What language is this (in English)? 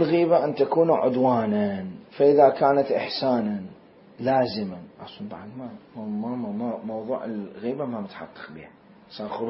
Mesopotamian Arabic